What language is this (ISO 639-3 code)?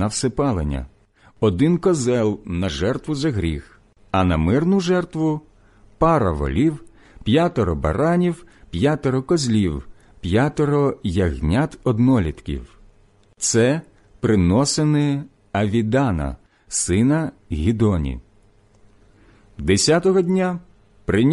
ukr